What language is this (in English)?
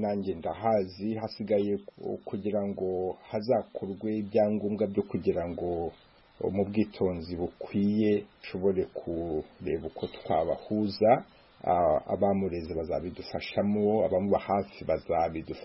Kinyarwanda